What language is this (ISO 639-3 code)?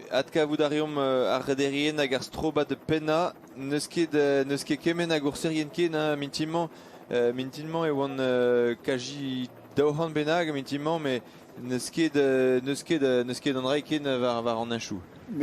bre